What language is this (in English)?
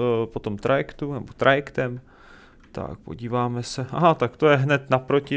Czech